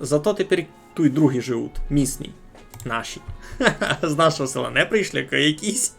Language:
Rusyn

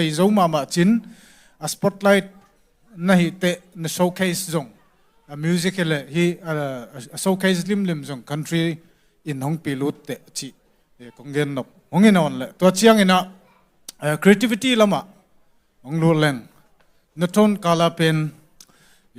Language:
Tedim Chin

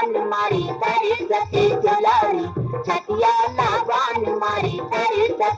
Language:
Chhattisgarhi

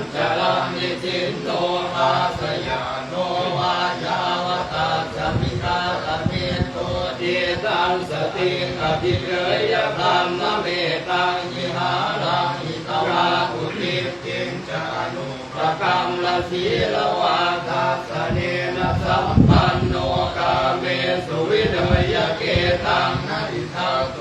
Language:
Pali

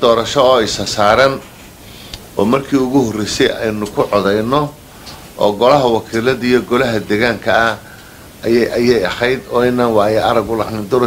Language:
Somali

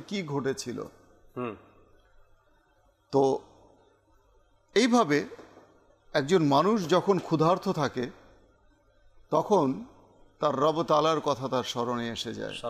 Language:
Bangla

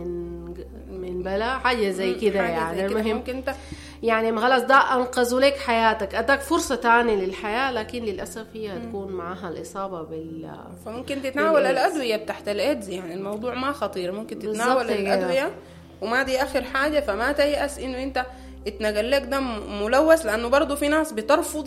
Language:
Sudanese Arabic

